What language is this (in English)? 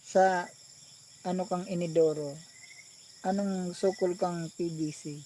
Bikol